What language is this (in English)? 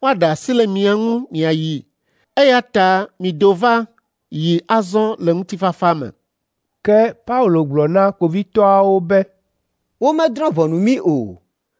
Ewe